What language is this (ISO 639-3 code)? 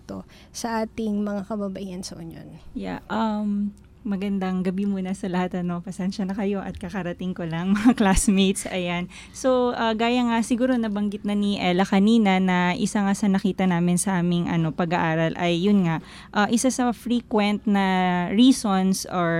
fil